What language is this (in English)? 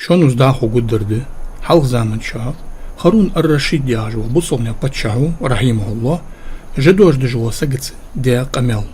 Ingush